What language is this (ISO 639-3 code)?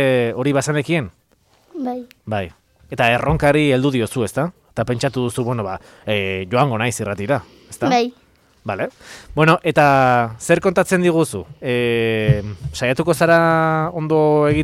eus